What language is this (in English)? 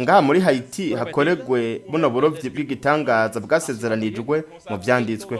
Rundi